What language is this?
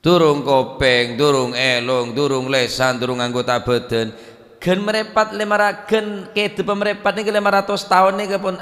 Madurese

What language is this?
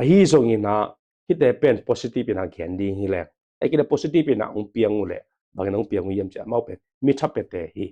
Tedim Chin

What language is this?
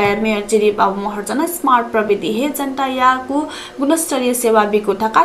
Newari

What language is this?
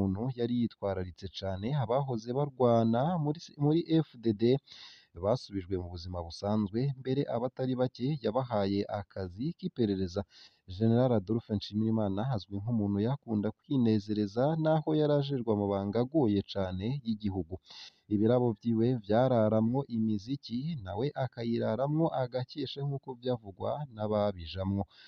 Rundi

